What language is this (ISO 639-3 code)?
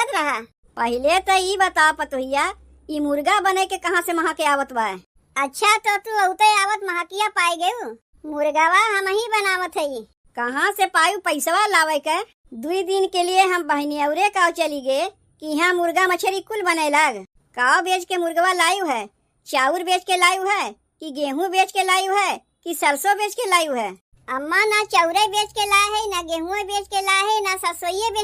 awa